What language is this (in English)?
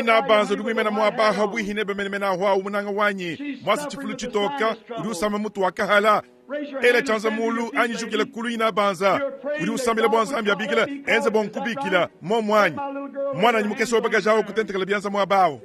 Luba-Lulua